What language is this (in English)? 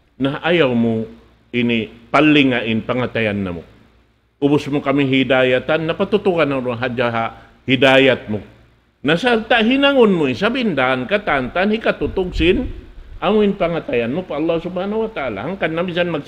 Tausug